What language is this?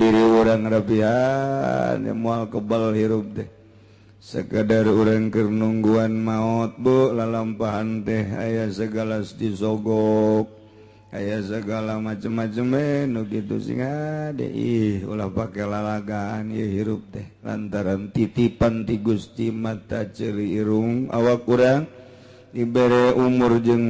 Sundanese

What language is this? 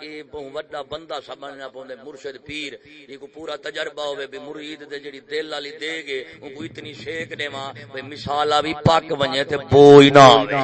Saraiki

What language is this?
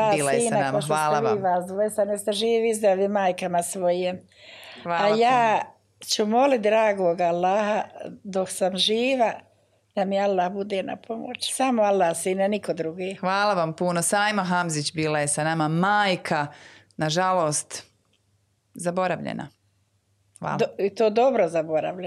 Bosnian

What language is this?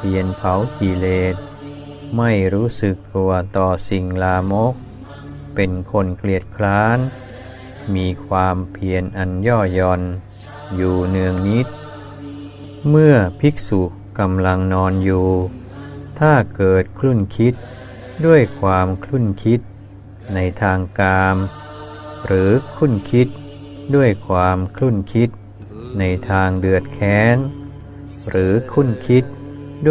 Thai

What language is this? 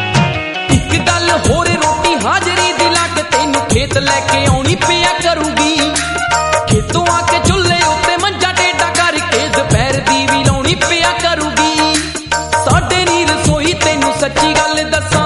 Punjabi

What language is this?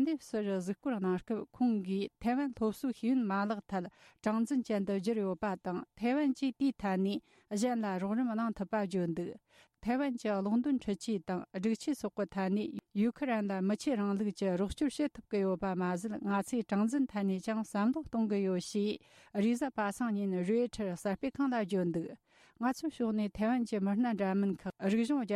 Tibetan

